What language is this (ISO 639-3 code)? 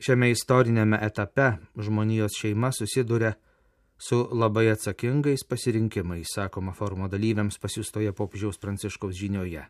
lit